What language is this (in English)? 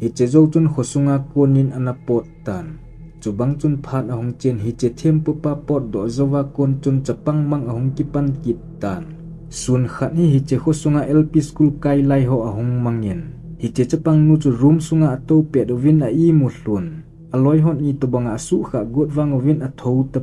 Thado Chin